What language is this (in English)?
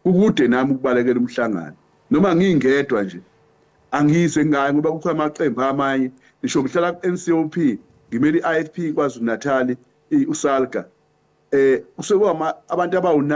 Zulu